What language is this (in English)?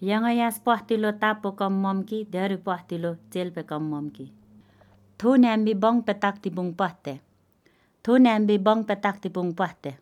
Slovenian